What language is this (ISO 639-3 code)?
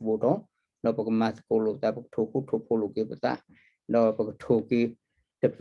ksw